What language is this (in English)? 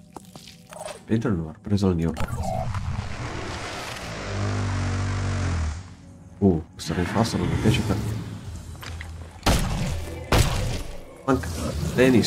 Italian